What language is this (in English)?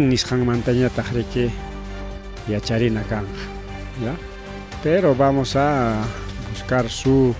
Ayacucho Quechua